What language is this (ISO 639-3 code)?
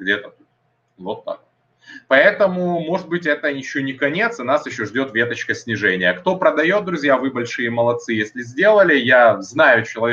rus